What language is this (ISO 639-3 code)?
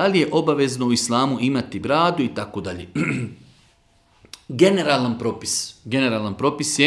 bos